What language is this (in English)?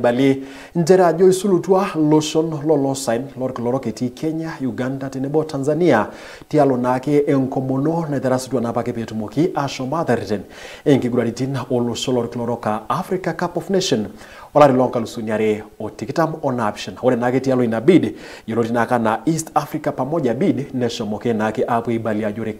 Masai